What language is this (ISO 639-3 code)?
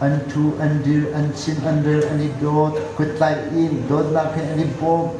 cnh